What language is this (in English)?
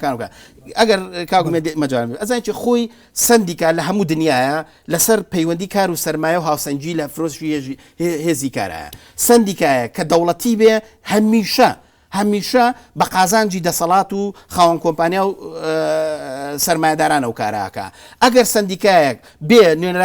Central Kurdish